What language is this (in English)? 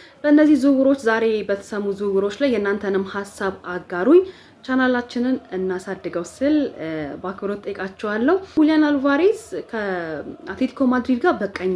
Amharic